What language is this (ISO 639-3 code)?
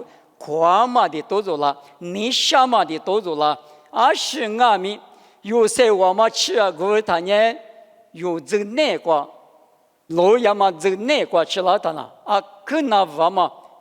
lis